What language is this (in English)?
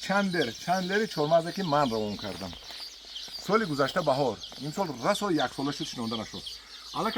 Tajik